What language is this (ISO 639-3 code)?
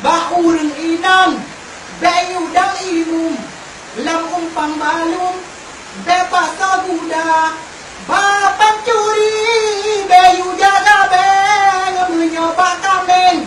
ace